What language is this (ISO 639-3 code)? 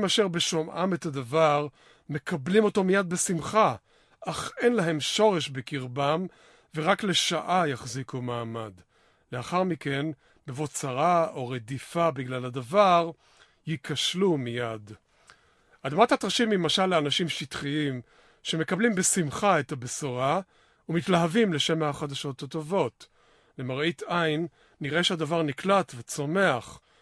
heb